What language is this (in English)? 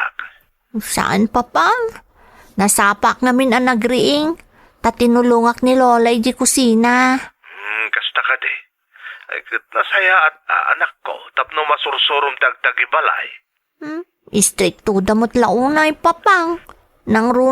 Iloko